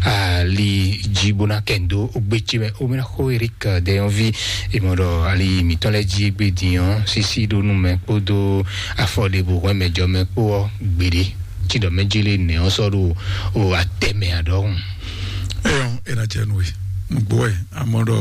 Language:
Fon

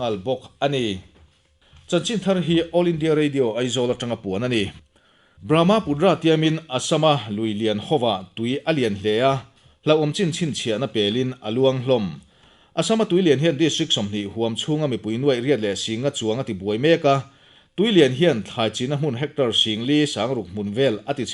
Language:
Mizo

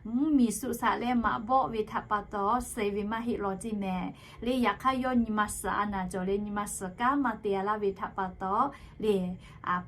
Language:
Lahu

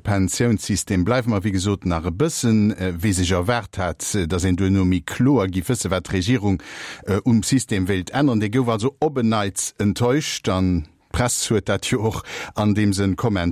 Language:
Luxembourgish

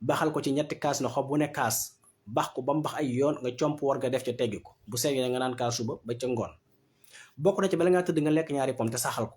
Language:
Wolof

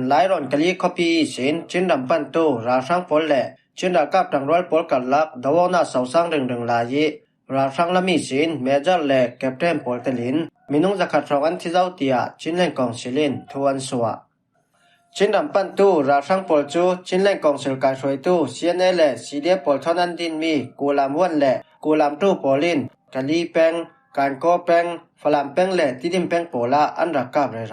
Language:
Falam Chin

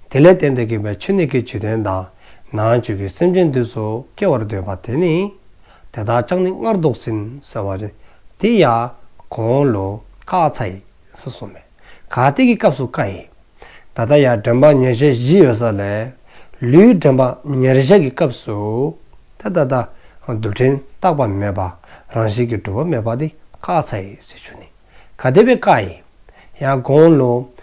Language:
Dzongkha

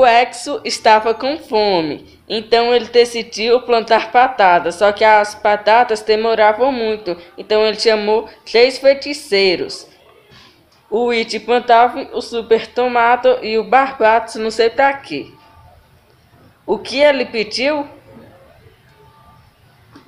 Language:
Portuguese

